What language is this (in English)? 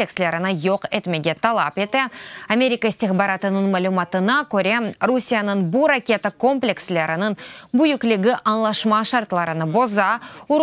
Crimean Tatar